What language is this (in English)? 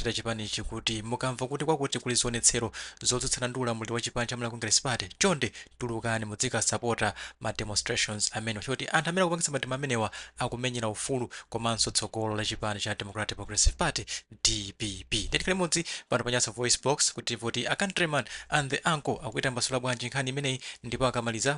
Nyanja